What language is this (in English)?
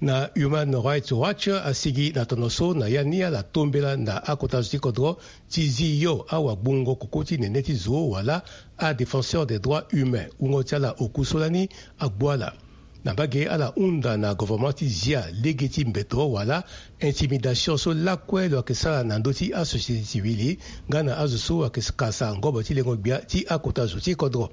Sango